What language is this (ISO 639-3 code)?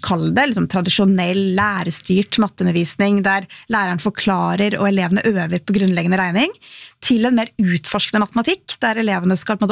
nor